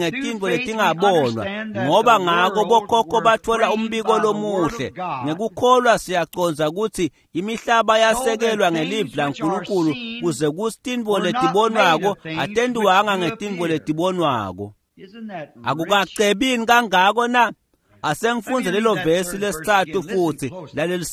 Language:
Swati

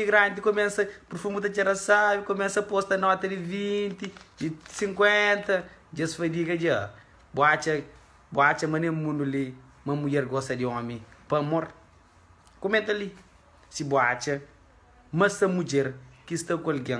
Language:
Kabuverdianu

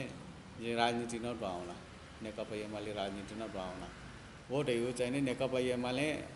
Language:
Newari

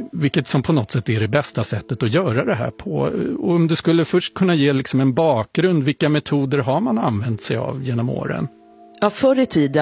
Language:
Swedish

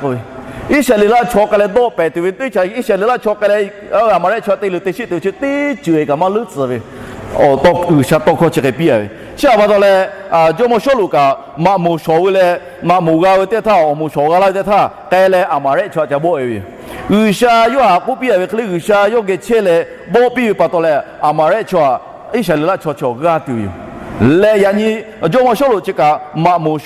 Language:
Lahu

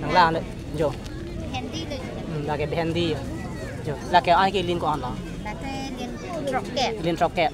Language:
Karbi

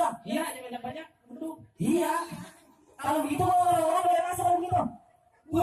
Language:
Betawi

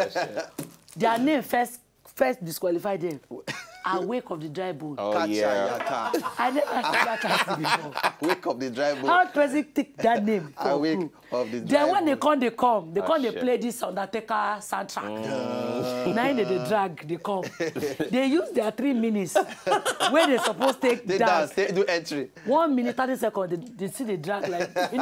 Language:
Nigerian Pidgin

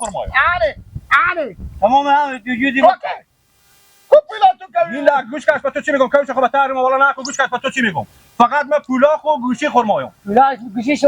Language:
Persian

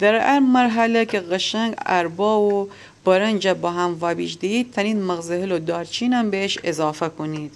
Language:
Gilaki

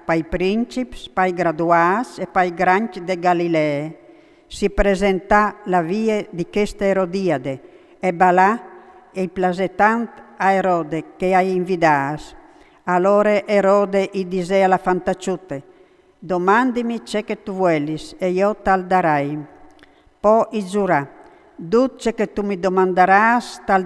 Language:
Friulian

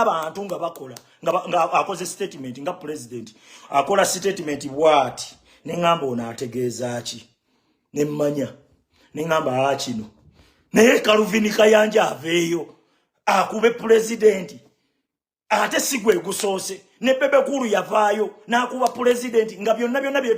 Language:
Ganda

